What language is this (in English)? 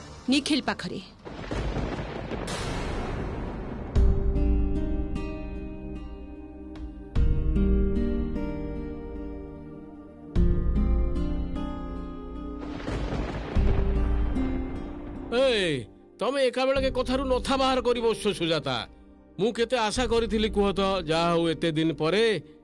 Odia